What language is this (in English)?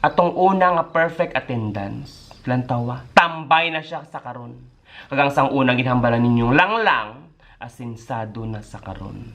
Hiligaynon